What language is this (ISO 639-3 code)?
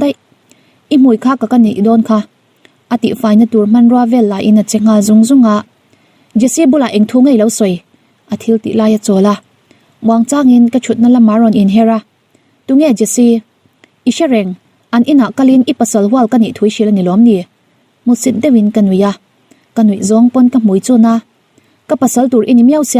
lus